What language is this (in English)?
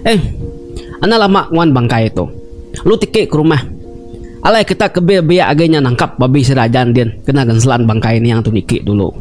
Iban